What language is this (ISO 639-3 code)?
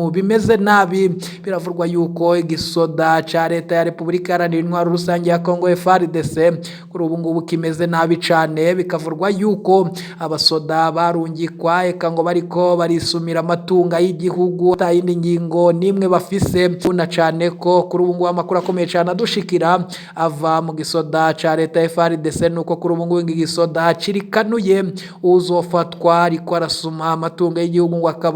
run